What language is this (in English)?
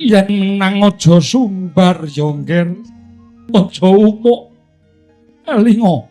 Javanese